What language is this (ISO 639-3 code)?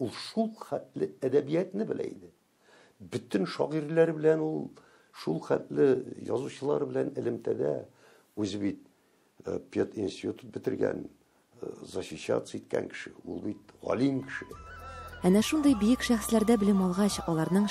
tat